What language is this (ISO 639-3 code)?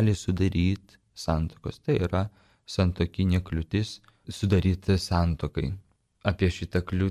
lit